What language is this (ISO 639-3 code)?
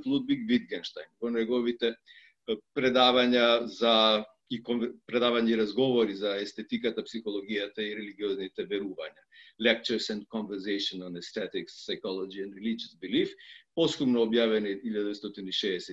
mkd